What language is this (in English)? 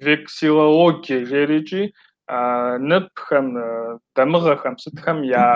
Kabardian